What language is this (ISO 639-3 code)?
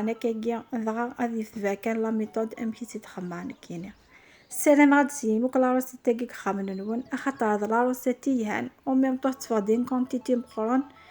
kab